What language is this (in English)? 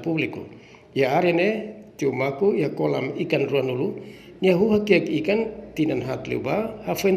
Tetum